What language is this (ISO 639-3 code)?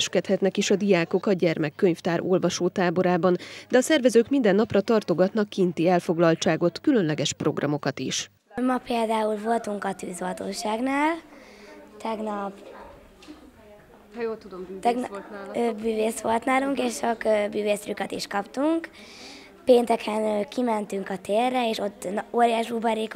hun